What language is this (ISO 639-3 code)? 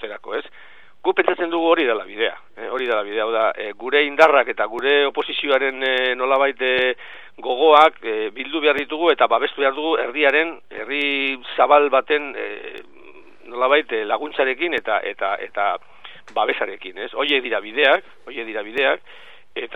eus